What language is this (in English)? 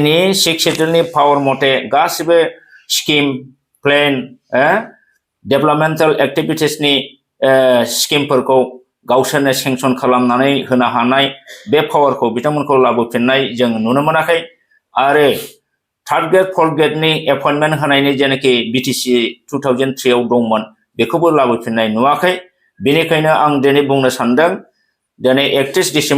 Bodo